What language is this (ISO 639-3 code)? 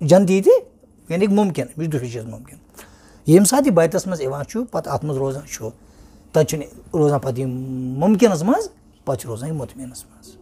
kas